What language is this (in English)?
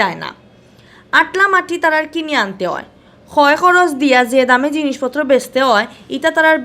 Sylheti